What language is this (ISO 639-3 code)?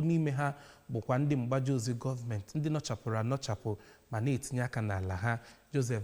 ibo